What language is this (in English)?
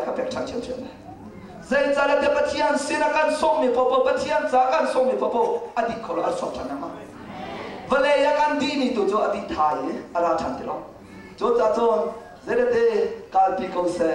Hakha Chin